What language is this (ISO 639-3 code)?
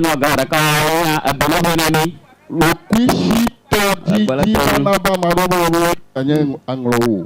ewe